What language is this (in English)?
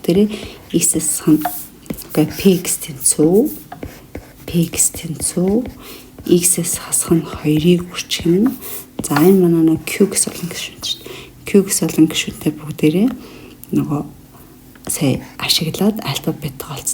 Mongolian